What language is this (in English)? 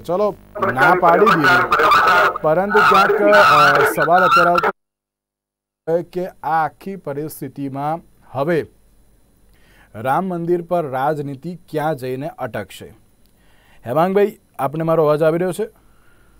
Gujarati